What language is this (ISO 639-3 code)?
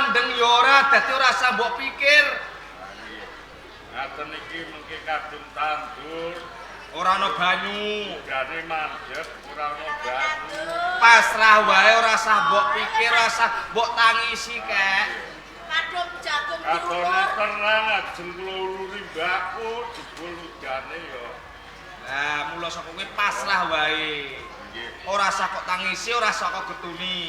jav